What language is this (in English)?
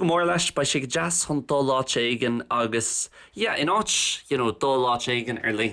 Irish